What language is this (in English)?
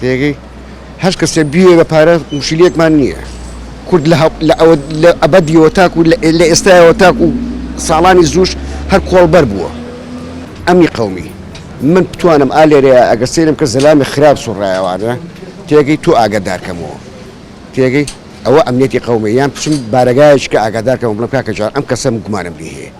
Central Kurdish